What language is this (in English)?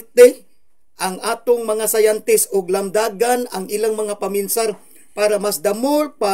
Cebuano